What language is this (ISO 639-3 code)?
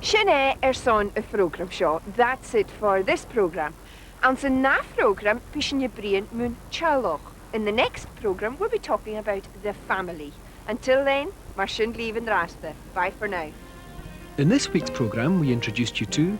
gla